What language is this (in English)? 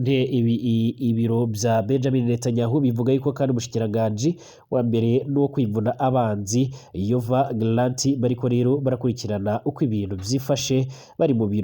Rundi